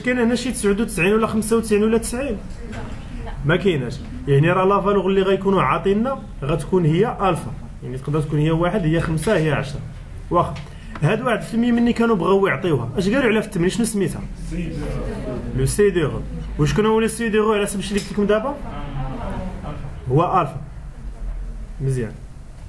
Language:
Moroccan Arabic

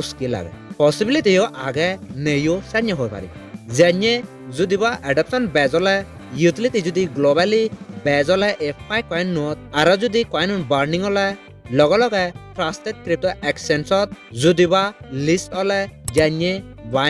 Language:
Chakma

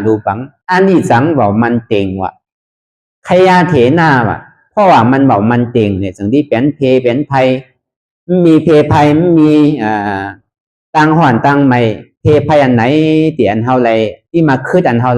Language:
Shan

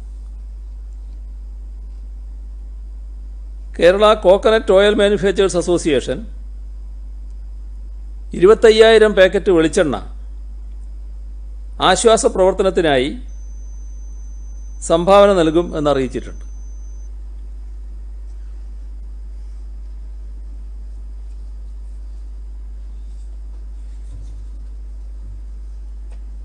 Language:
Malayalam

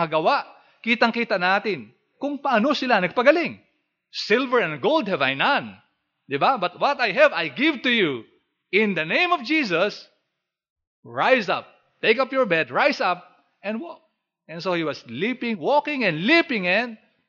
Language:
Filipino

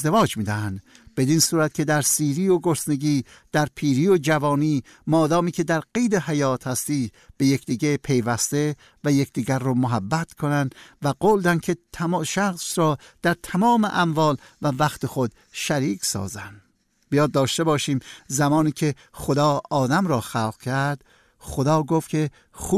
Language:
Persian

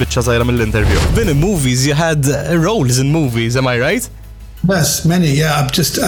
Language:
Maltese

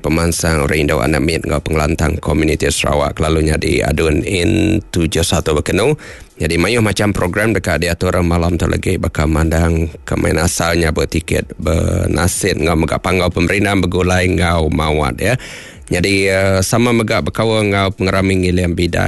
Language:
Iban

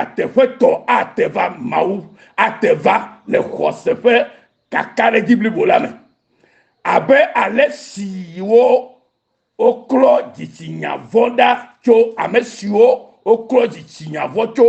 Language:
Ewe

